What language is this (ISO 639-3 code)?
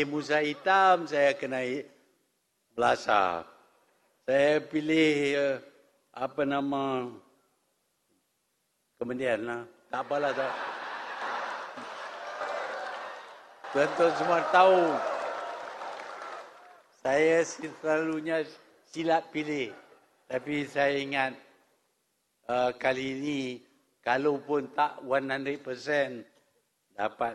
msa